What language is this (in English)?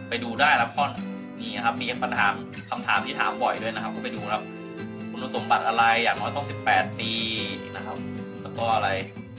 Thai